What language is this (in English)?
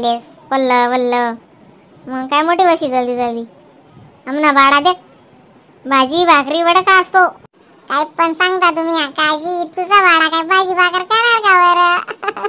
Khandesi